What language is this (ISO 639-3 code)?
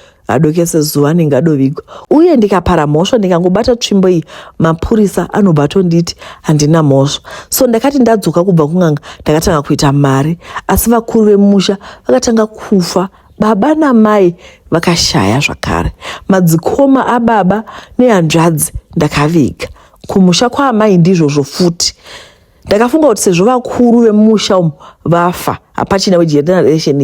sna